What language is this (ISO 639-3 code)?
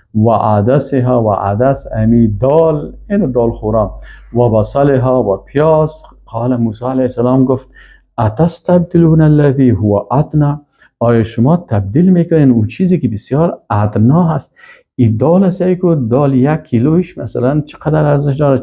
fas